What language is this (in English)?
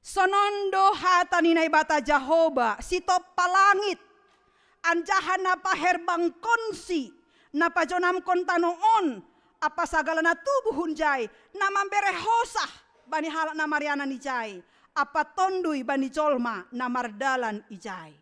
Batak Simalungun